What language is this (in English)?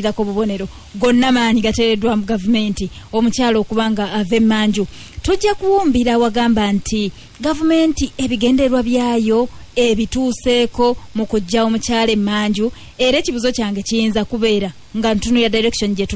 Ganda